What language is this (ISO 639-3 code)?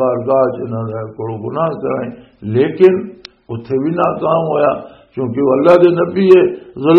lah